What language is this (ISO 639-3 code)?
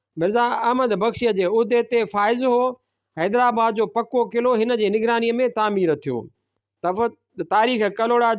snd